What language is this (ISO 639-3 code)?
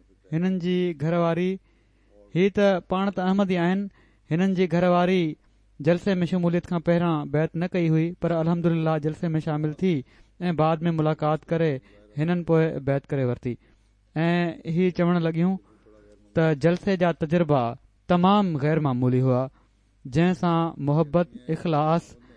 snd